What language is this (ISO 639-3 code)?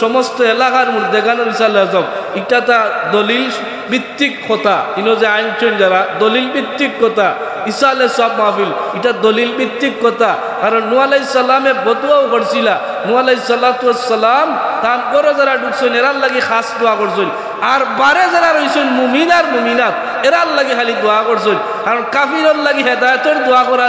syl